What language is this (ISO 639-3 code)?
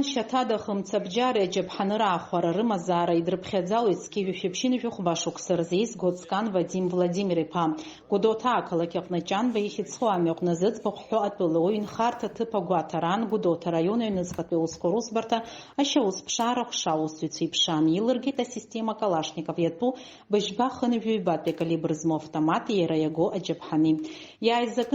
abk